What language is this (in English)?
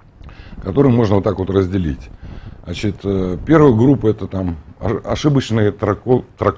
Russian